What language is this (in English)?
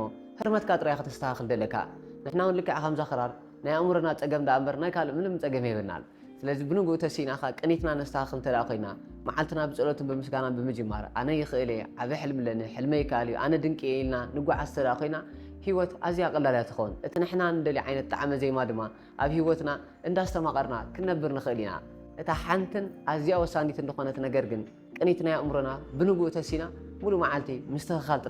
Tigrinya